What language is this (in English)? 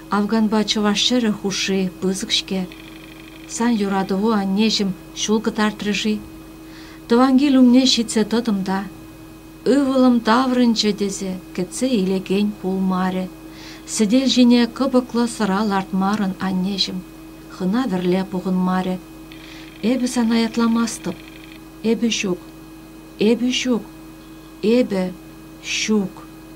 Chuvash